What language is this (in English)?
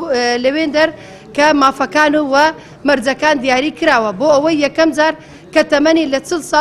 Central Kurdish